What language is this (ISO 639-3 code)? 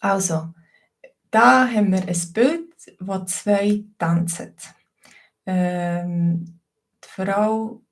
gsw